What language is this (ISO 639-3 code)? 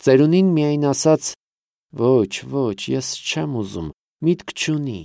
hye